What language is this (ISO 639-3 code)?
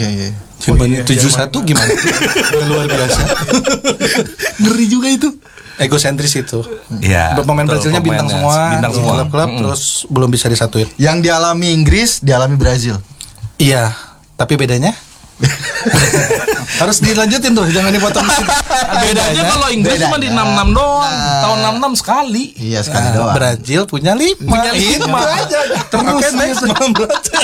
ind